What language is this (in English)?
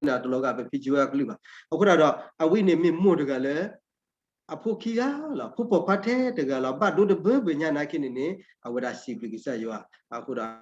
S'gaw Karen